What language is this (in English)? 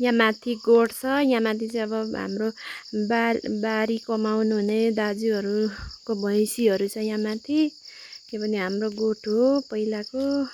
Nepali